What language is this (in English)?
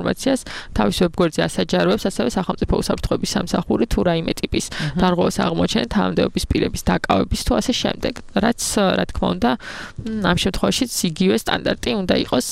Georgian